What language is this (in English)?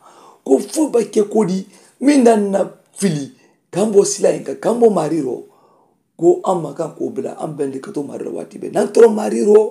Mandingo